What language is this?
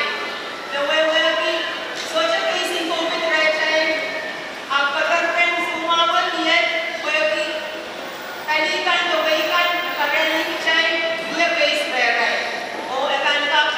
Pohnpeian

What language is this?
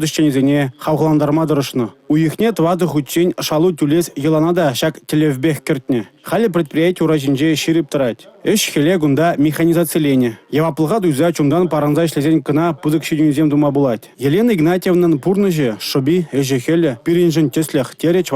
Chuvash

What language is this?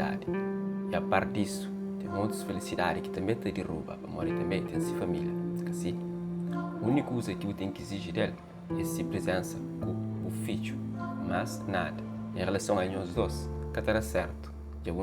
Kabuverdianu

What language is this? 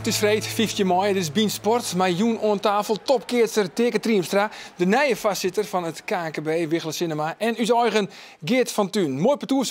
Western Frisian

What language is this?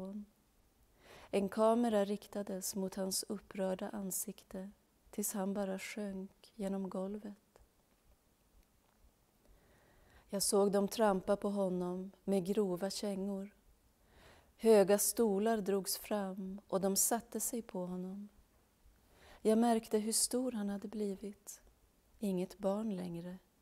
Swedish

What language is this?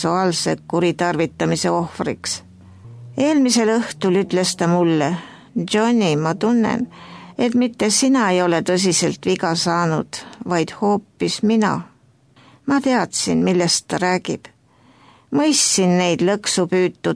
Estonian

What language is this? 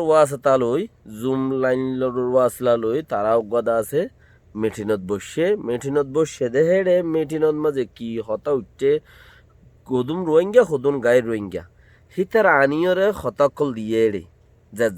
Rohingya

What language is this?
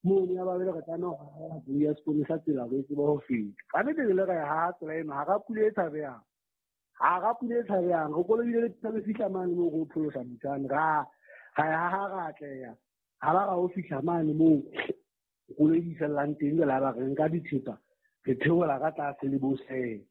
Southern Sotho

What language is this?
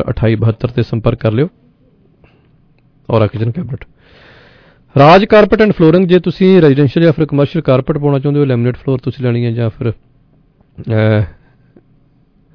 Punjabi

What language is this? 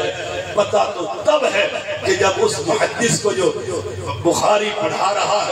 Urdu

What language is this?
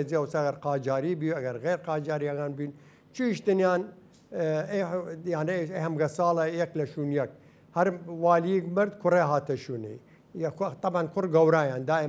Southern Kurdish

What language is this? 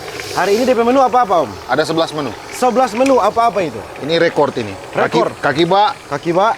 Manado Malay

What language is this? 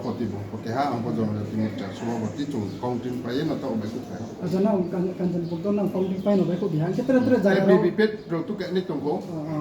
Riang (India)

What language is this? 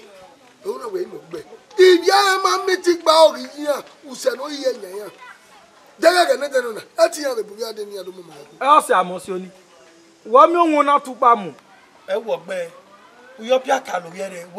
Bini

